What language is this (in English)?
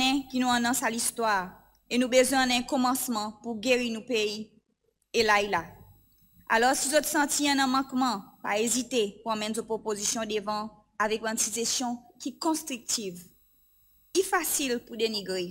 Seselwa Creole French